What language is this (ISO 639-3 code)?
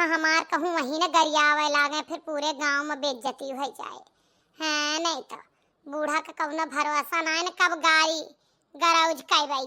awa